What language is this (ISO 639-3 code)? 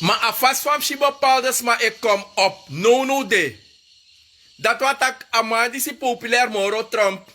srn